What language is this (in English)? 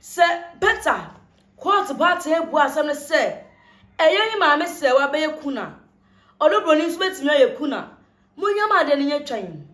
Akan